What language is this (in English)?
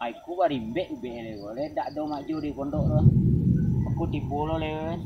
Minangkabau